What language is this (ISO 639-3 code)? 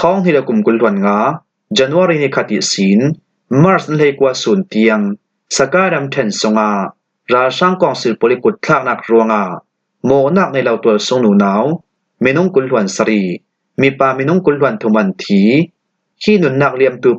cfm